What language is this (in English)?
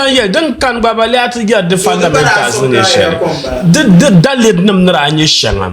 Dagbani